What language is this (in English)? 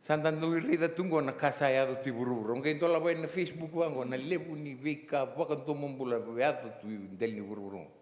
Fijian